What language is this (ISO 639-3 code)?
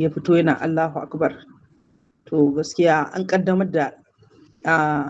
hau